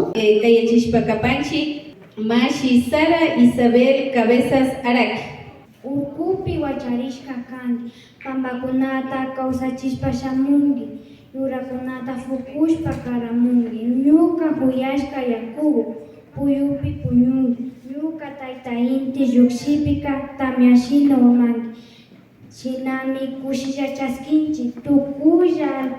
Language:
Imbabura Highland Quichua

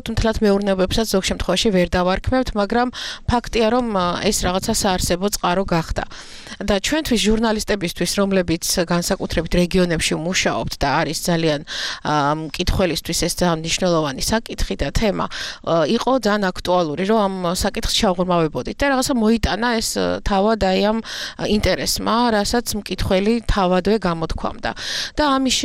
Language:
Georgian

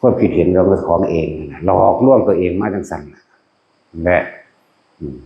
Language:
Northeastern Thai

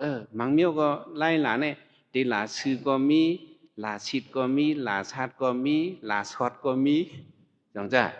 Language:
Shan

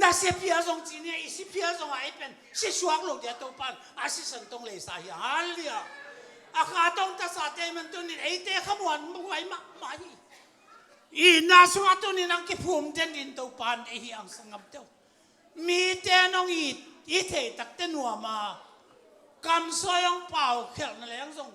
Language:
Tedim Chin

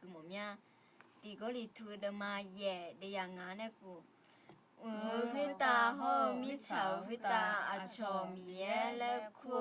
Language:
Akha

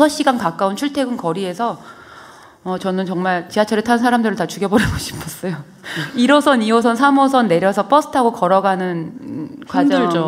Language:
Korean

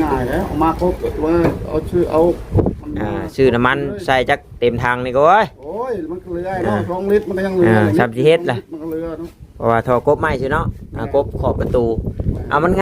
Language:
Northeastern Thai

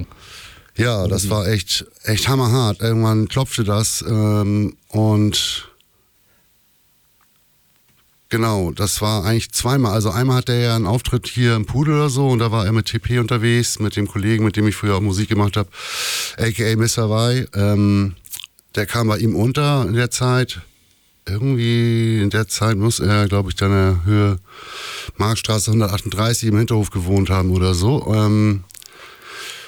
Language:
German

